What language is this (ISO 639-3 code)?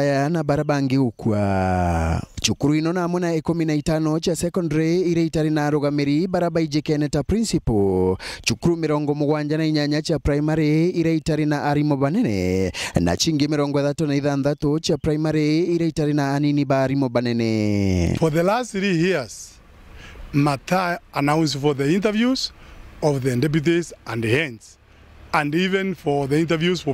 mer